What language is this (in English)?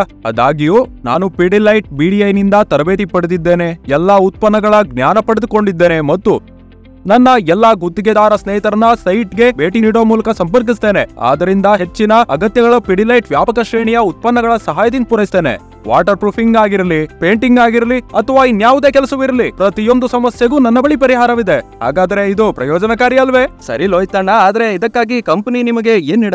Kannada